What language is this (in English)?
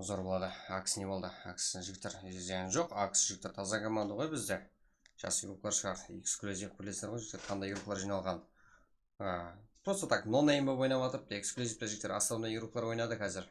Kara-Kalpak